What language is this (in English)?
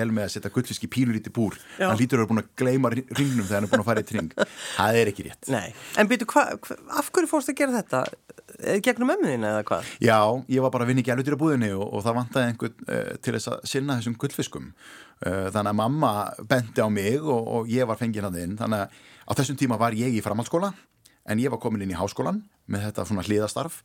Icelandic